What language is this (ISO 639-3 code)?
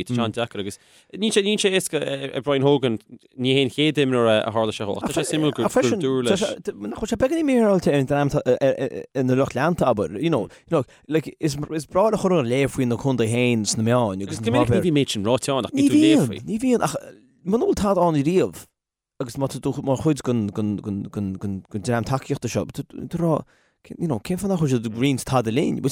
gle